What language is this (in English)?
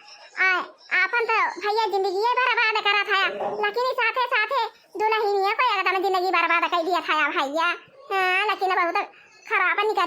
Awadhi